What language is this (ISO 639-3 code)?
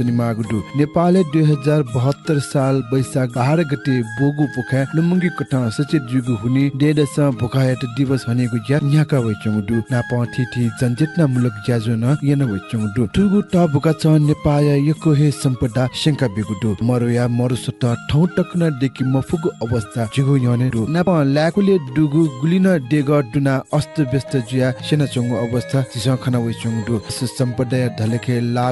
new